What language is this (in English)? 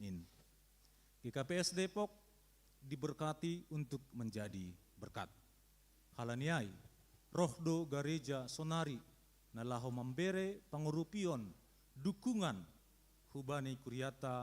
Batak Simalungun